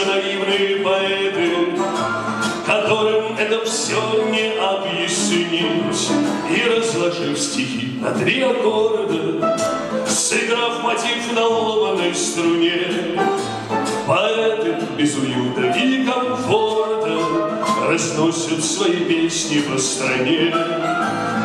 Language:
Russian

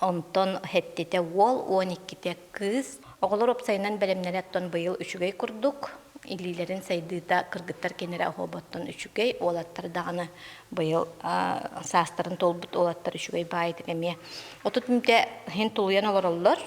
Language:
Yakut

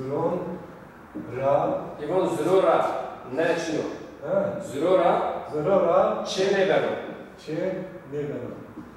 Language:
Zaza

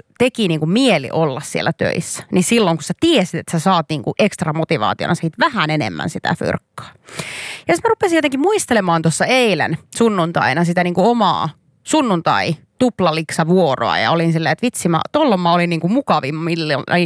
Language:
Finnish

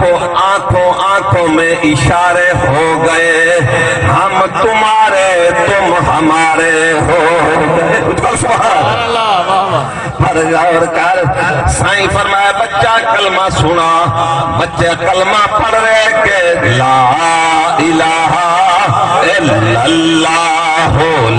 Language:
Saraiki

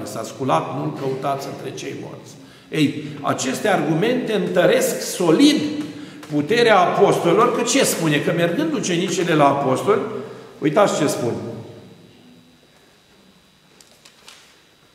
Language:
Romanian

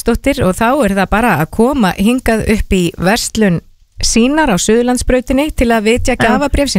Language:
Icelandic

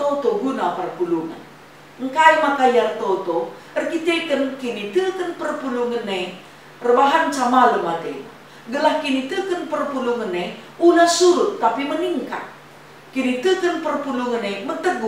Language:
Batak Karo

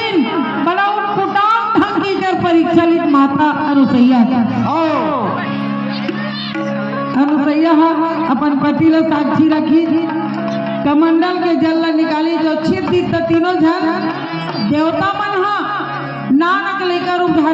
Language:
Chhattisgarhi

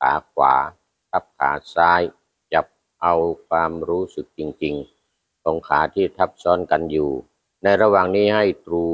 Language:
Thai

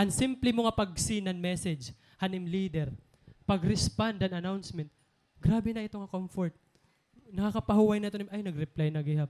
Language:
Waray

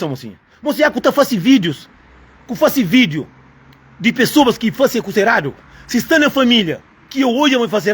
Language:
Kabuverdianu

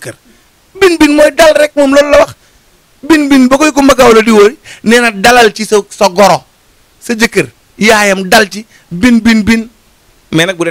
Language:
Wolof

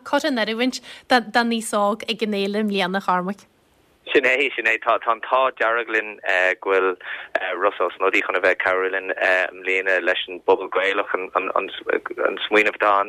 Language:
Irish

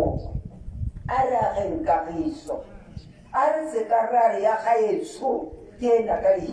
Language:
Tswana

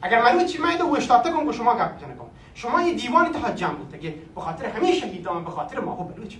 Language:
Baluchi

